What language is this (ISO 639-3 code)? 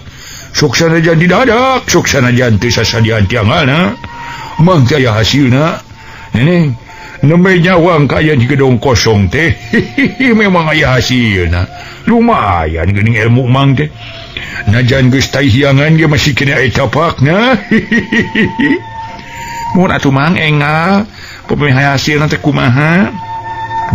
sun